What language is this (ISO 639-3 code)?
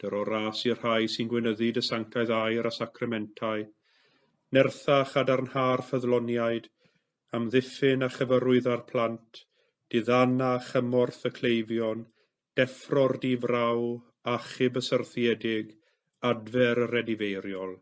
cym